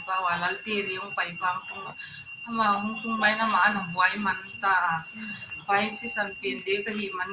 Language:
Paite Chin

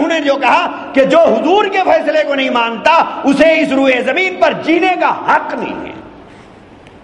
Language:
Urdu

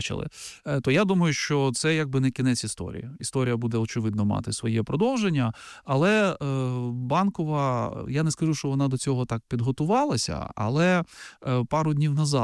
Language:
Ukrainian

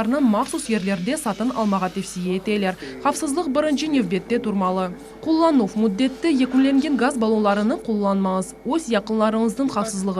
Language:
Crimean Tatar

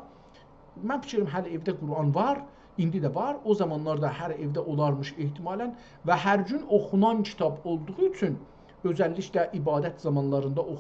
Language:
South Azerbaijani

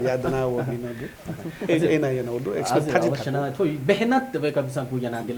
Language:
Newari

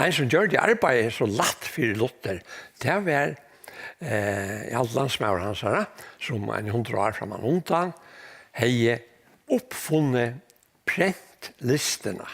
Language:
Faroese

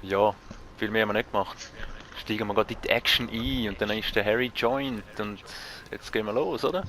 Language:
Swiss German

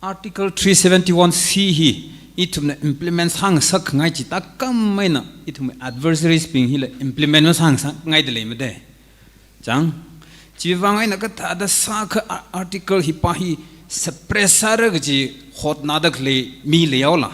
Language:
Tangkhul Naga (India)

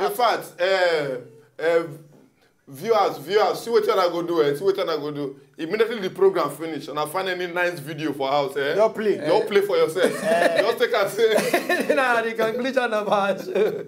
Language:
Nigerian Pidgin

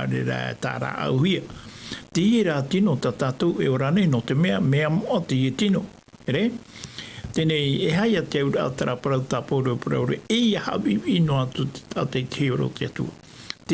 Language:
Tahitian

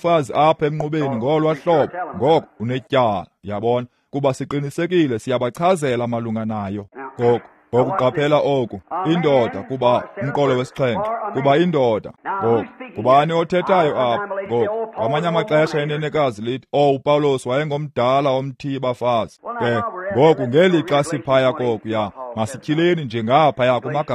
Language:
Xhosa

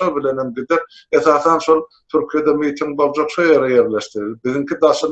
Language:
Turkmen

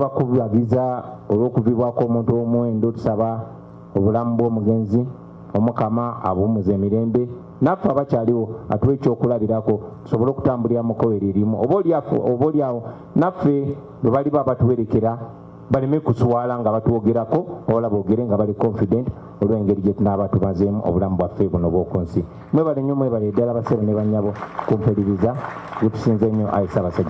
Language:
Ganda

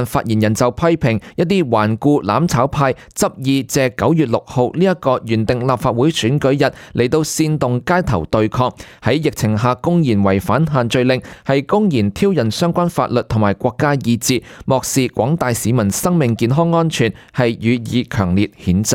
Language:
Cantonese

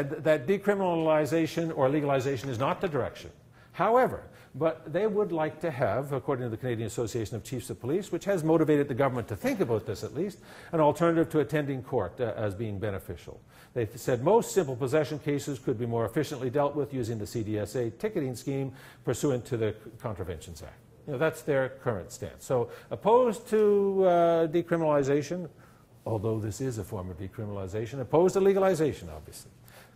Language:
English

